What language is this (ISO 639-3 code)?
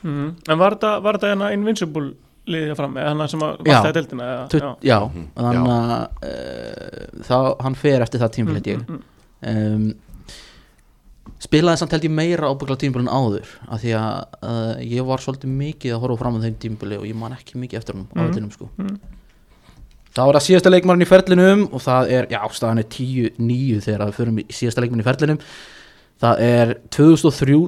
isl